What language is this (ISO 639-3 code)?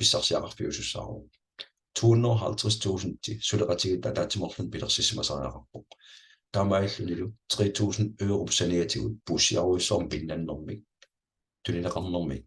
kal